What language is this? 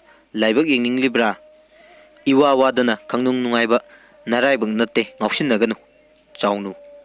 Manipuri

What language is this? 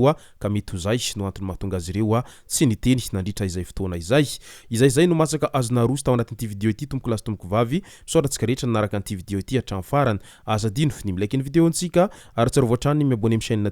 Malagasy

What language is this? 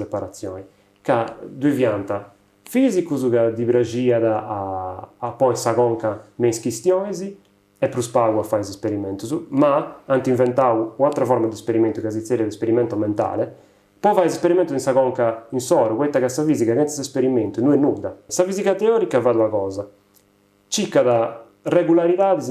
Sardinian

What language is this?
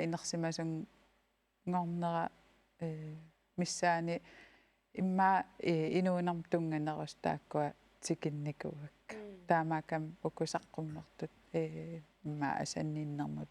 Kalaallisut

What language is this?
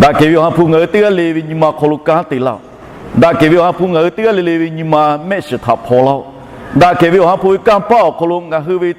Lahu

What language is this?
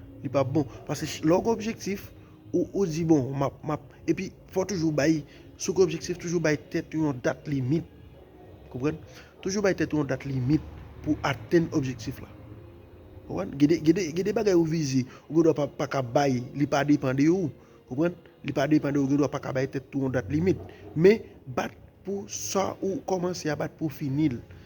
Haitian Creole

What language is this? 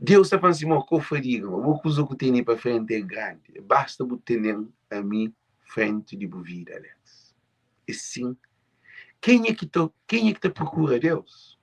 Kabuverdianu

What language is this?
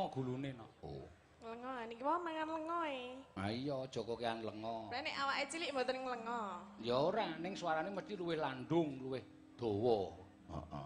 Javanese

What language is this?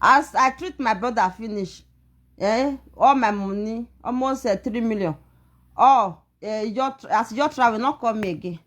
Nigerian Pidgin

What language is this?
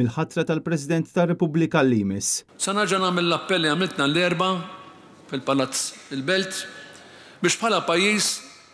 Maltese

